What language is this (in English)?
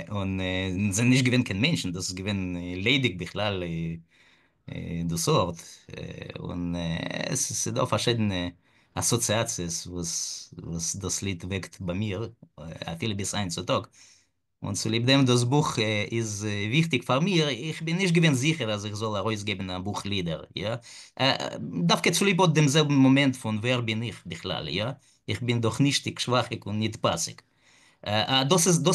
Yiddish